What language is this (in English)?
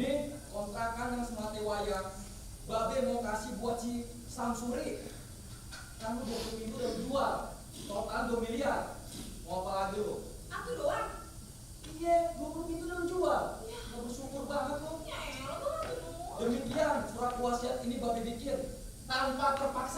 Betawi